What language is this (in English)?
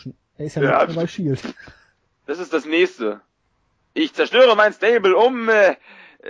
German